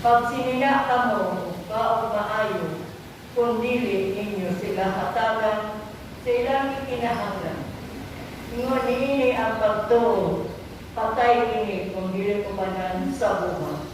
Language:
Cebuano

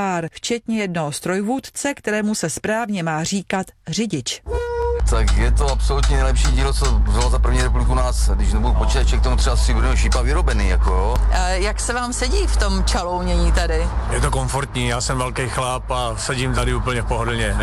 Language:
Czech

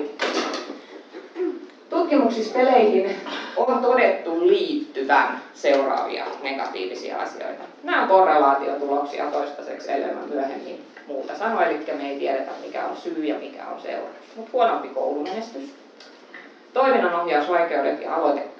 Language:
Finnish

